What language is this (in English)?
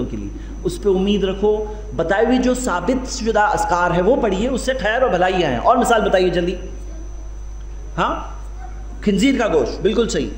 Urdu